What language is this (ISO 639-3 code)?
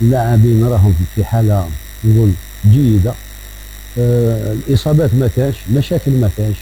arq